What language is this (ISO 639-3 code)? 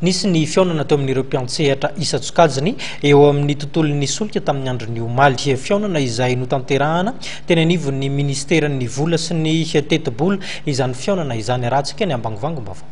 mlg